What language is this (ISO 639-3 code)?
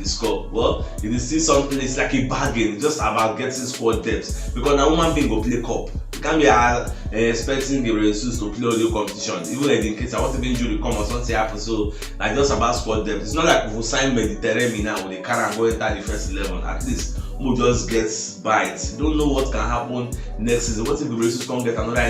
pcm